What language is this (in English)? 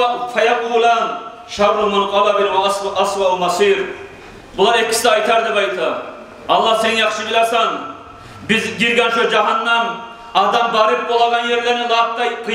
Kumyk